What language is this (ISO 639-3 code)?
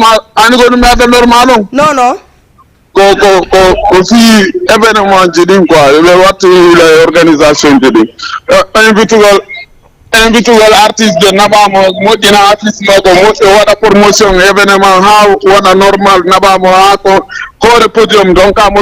ful